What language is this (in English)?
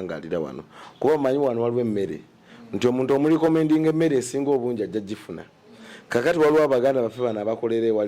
Ganda